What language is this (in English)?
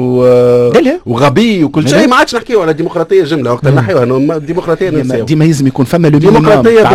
Tunisian Arabic